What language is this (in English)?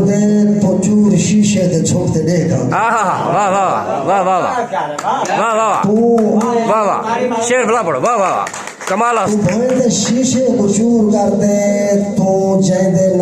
Saraiki